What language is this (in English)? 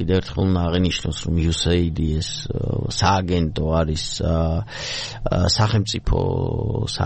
Georgian